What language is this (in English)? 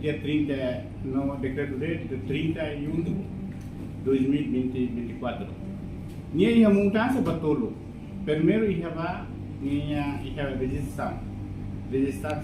Tetum